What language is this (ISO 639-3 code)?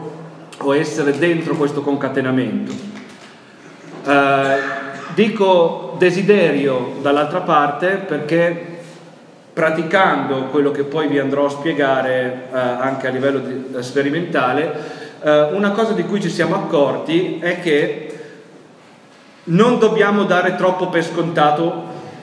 ita